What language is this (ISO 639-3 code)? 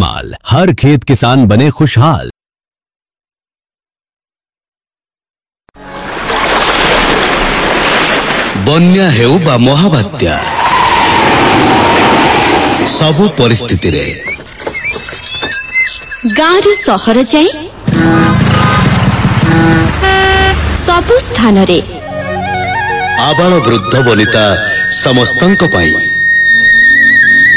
ori